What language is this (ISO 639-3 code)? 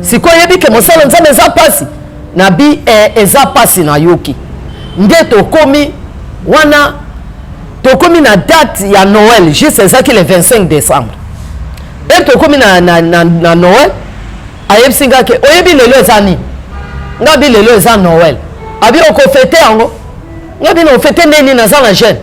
lin